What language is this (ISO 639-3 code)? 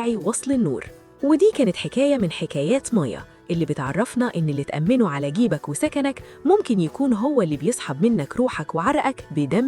arz